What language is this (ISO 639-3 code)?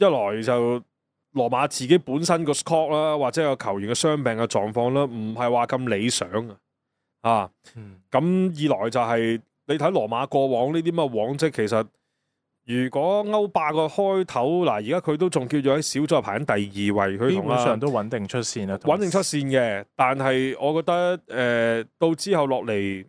yue